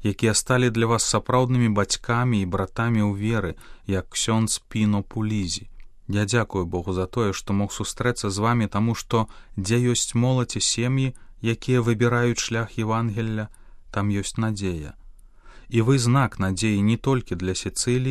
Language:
Belarusian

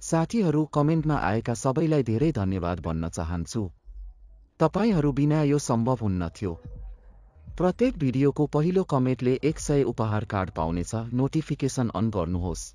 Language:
Nepali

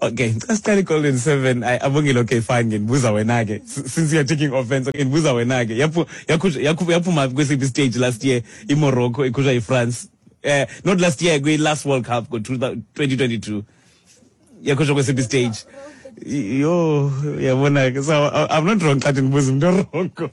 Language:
Xhosa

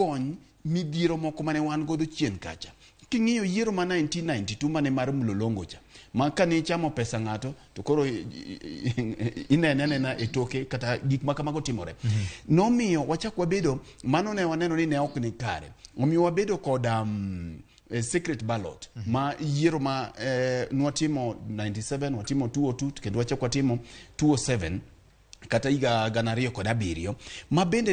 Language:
Luo (Kenya and Tanzania)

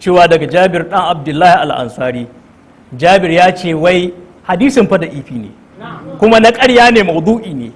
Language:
Hausa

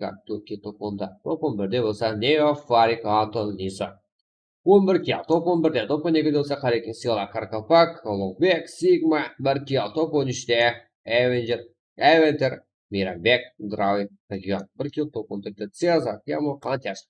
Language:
Kara-Kalpak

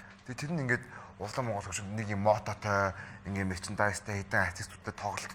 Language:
Mongolian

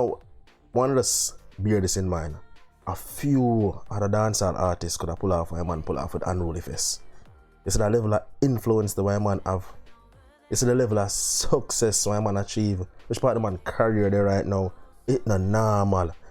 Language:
Jamaican Creole English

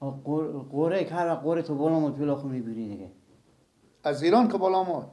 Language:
Persian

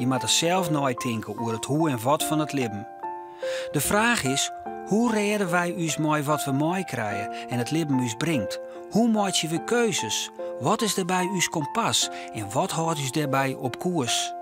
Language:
Western Frisian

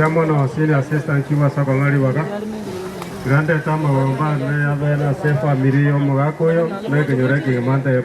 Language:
Gusii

